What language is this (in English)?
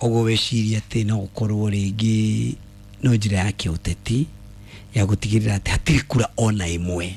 Kikuyu